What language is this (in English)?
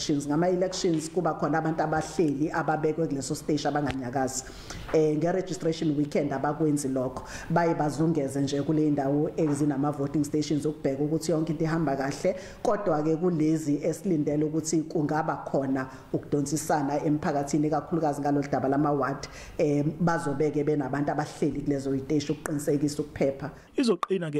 Zulu